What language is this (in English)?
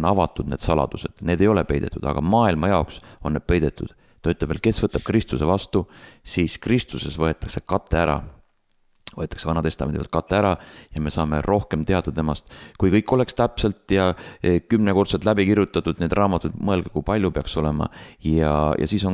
Estonian